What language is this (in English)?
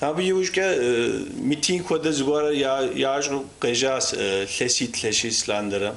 Kabardian